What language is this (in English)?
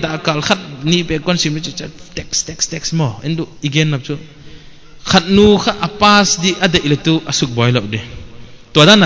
Paite Chin